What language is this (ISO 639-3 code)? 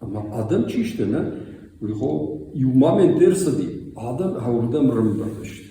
oss